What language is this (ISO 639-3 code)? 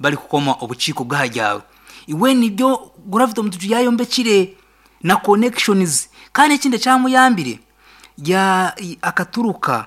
nyn